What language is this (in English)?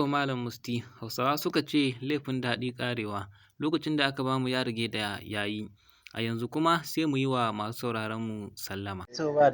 Hausa